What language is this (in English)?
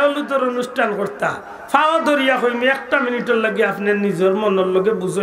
Sylheti